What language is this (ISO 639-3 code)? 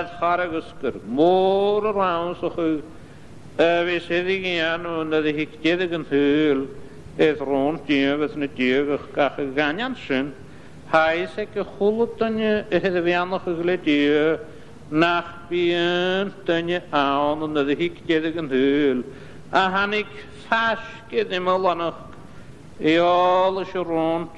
gla